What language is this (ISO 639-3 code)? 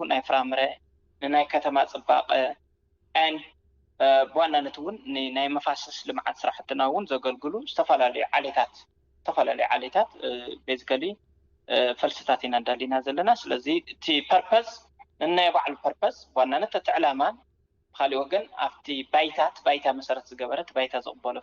tir